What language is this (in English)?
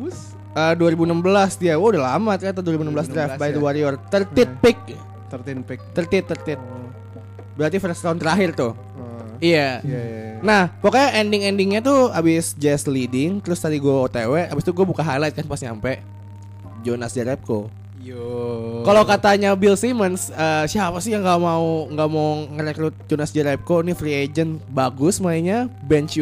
Indonesian